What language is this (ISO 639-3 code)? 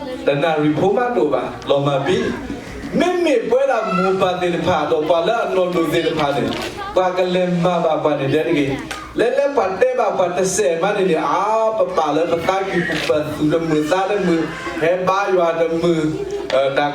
ksw